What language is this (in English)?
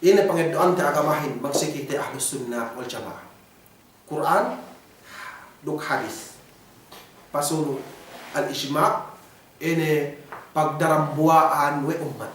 Yakan